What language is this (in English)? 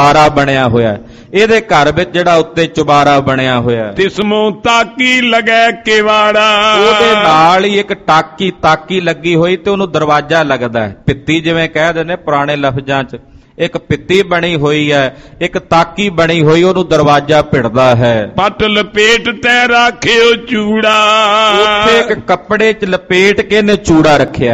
Punjabi